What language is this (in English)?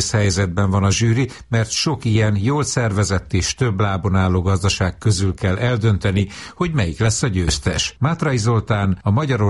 Hungarian